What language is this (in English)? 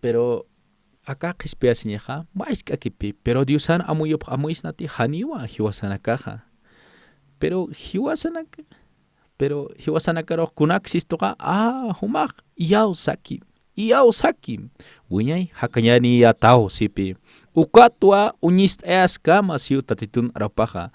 Aymara